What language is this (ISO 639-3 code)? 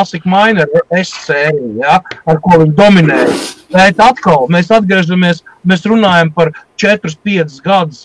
lav